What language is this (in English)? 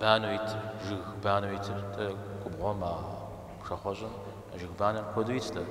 Kabardian